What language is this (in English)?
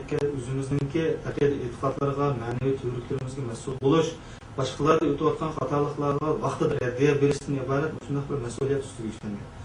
Uyghur